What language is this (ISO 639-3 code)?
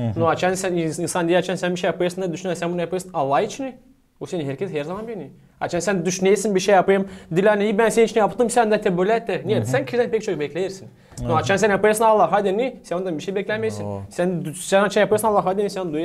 gag